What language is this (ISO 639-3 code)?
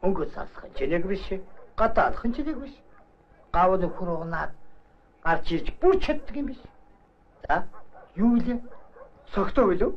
mon